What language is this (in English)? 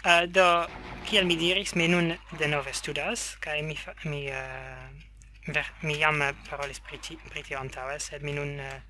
Esperanto